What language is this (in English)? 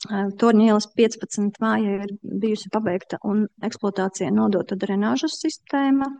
Latvian